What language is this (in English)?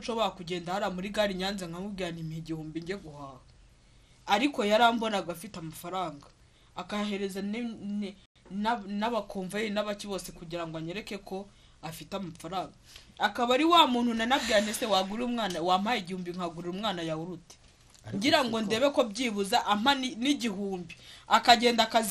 Kinyarwanda